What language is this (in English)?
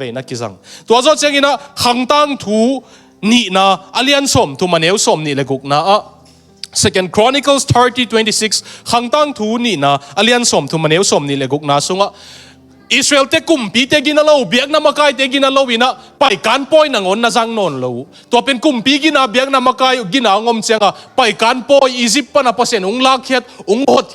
Tedim Chin